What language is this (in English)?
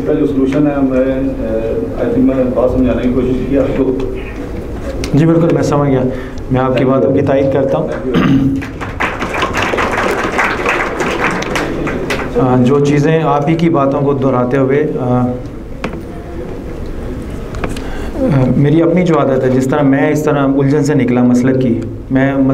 Urdu